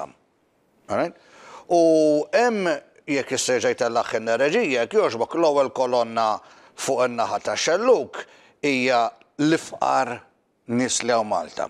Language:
Maltese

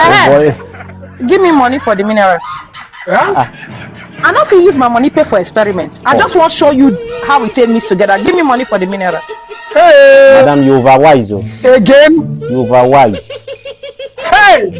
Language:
Nigerian Pidgin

